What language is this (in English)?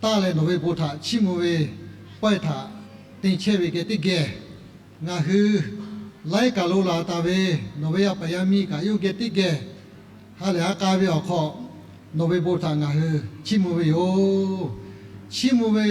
Lahu